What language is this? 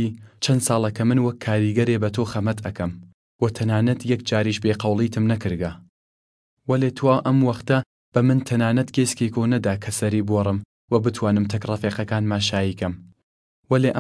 Southern Kurdish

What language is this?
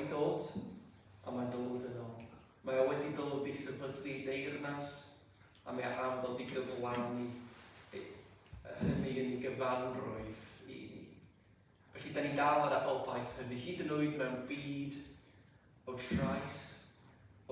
Welsh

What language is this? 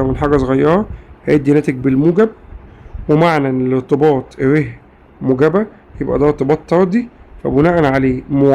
Egyptian Arabic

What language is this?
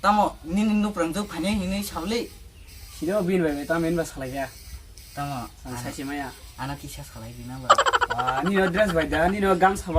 Kok Borok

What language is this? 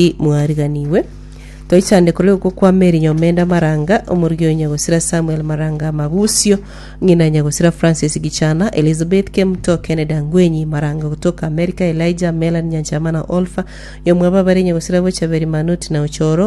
Gusii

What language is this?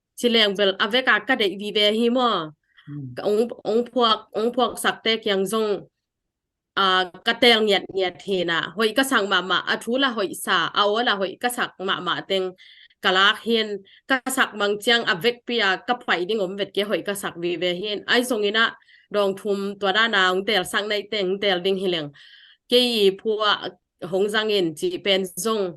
Tedim Chin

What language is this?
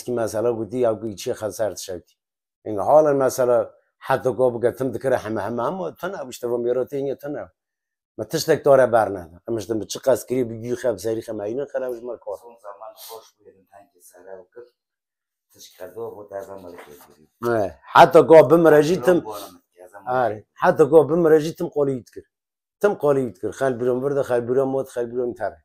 Kurdish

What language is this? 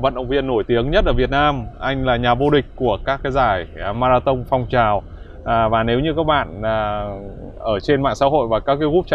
Vietnamese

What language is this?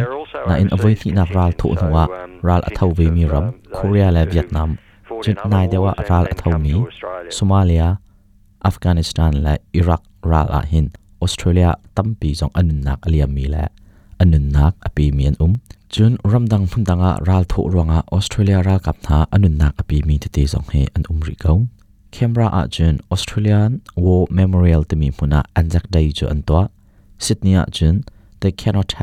Hakha Chin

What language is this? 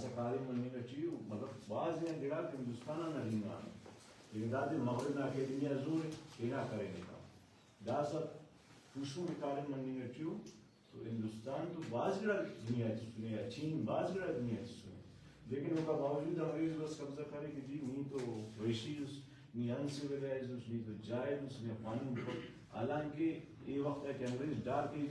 Brahui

